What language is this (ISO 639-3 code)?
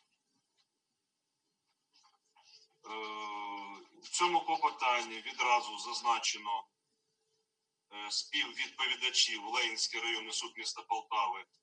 ukr